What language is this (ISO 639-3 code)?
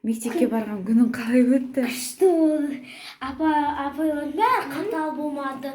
kaz